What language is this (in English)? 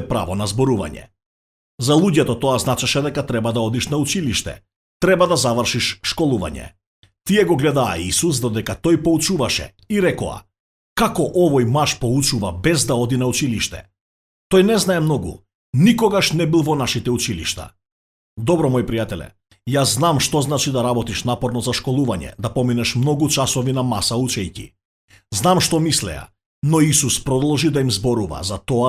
Macedonian